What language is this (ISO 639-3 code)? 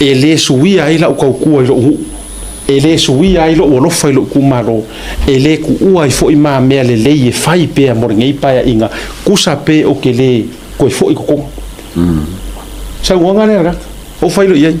smo